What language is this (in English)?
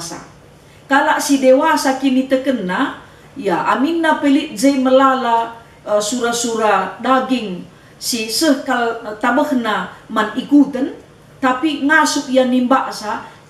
Batak Karo